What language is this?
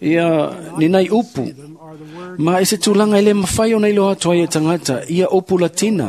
Samoan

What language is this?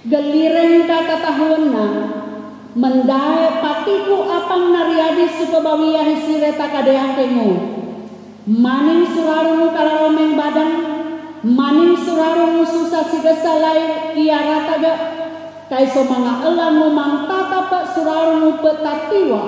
Sangir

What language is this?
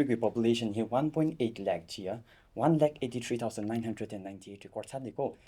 Tangkhul Naga (India)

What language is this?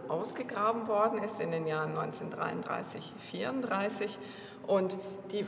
German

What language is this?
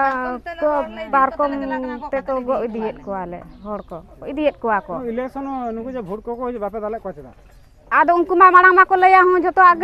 Santali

